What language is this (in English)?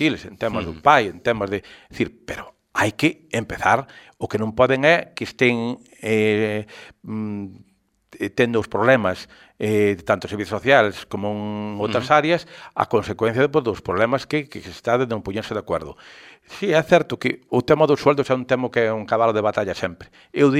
Galician